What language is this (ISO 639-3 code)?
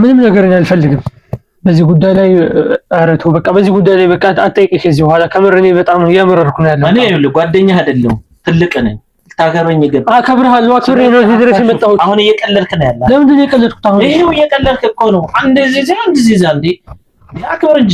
amh